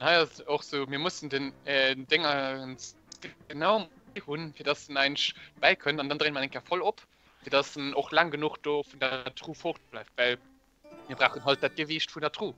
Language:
Luxembourgish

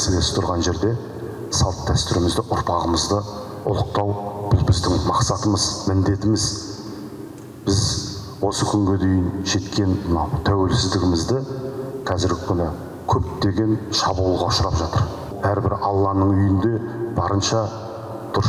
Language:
Kazakh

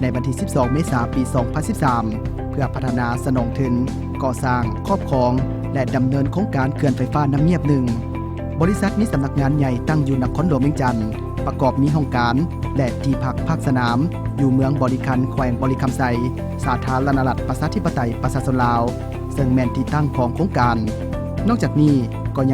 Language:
Lao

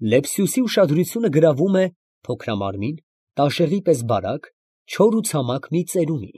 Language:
Armenian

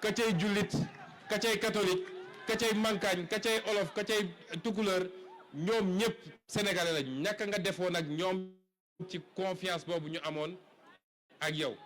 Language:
Wolof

